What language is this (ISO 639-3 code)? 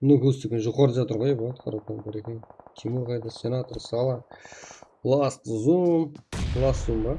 kaa